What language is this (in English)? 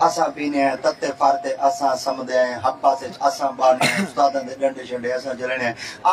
Saraiki